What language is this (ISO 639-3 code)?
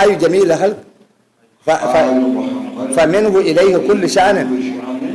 dag